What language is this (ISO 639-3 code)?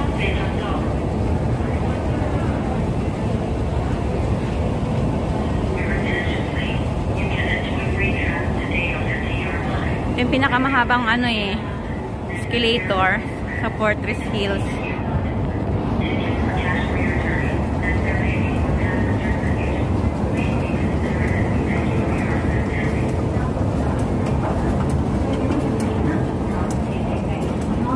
fil